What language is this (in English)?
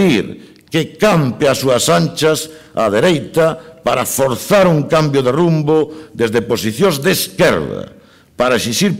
Galician